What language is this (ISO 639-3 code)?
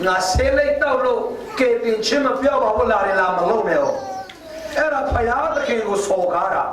cfm